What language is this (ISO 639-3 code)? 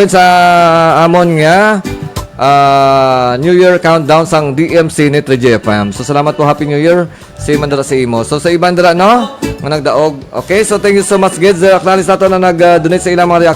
hil